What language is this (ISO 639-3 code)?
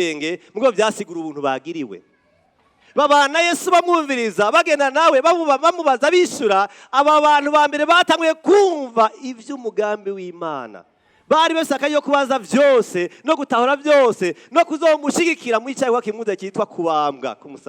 run